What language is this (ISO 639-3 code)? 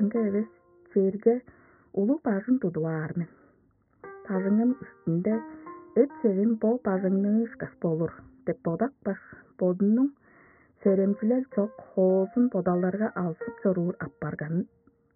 tyv